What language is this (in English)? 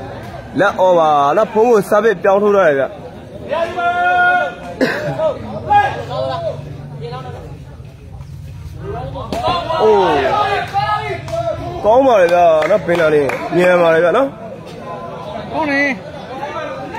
Burmese